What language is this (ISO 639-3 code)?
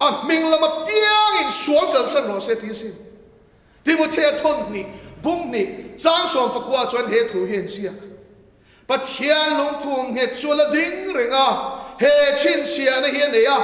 lus